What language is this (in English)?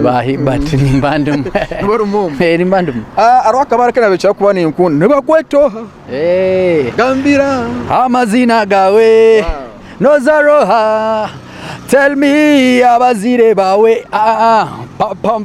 Nyankole